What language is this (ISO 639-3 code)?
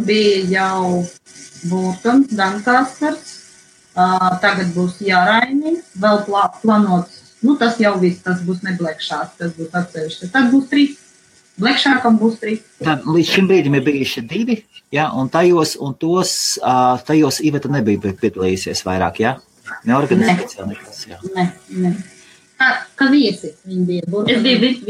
lav